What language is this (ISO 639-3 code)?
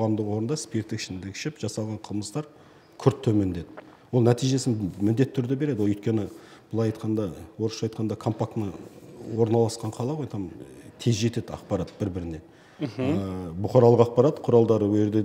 kaz